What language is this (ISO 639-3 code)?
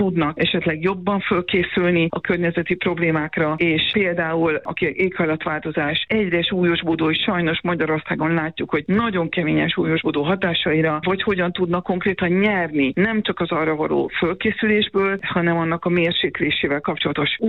hun